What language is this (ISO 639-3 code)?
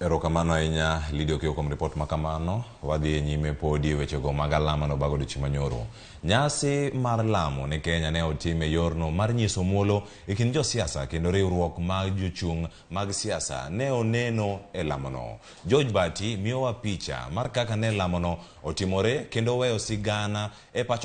luo